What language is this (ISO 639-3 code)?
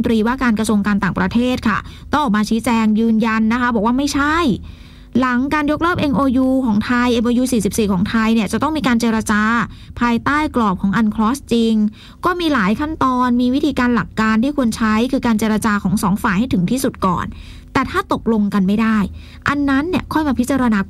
tha